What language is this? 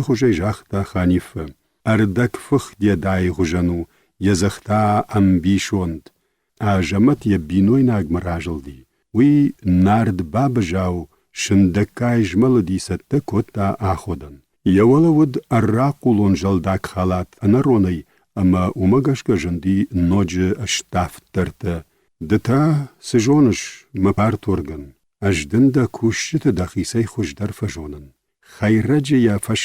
Ossetic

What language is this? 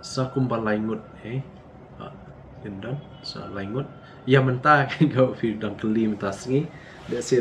Khasi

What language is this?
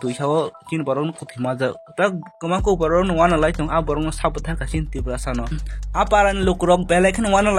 Kok Borok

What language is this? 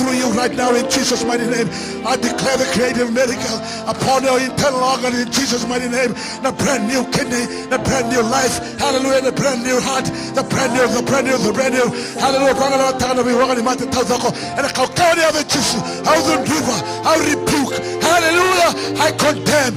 Fijian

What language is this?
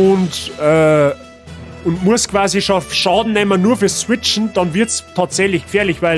Bavarian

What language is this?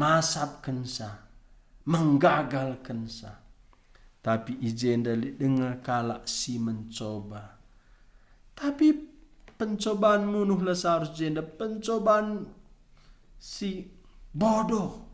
Batak Karo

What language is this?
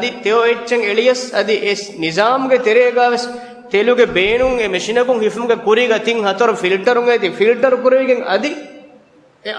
Divehi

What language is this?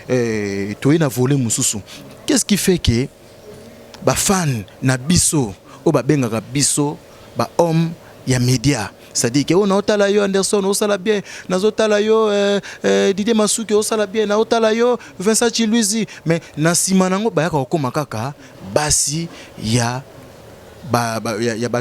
Lingala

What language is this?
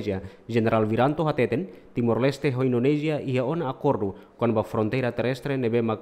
Tetum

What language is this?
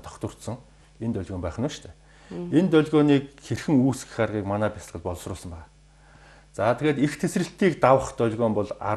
Mongolian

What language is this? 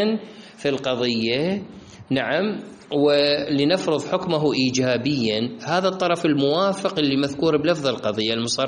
Mesopotamian Arabic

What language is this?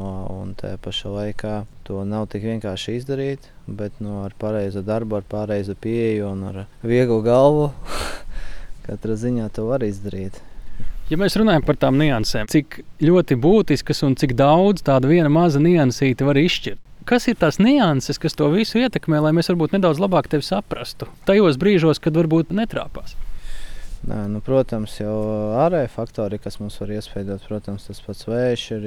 Latvian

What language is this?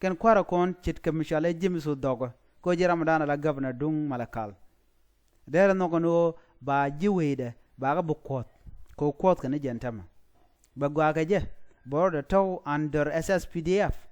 Nuer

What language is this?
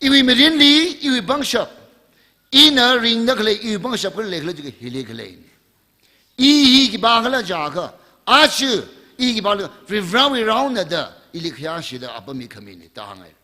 Tangkhul Naga (India)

